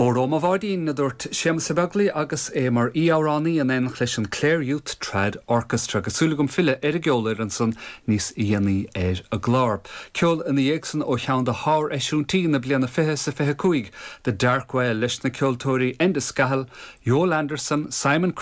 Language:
Irish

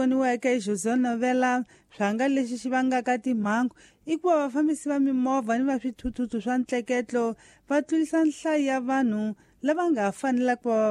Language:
Tsonga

